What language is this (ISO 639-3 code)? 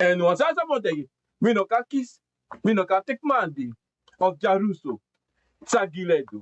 srn